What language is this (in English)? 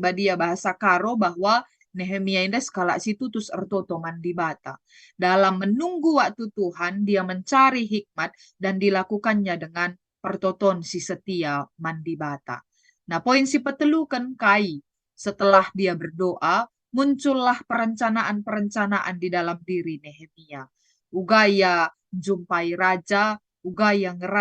Batak Karo